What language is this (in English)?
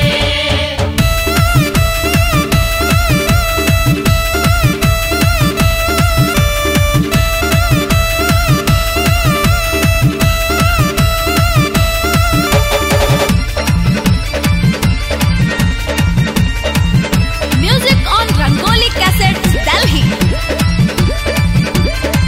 Bhojpuri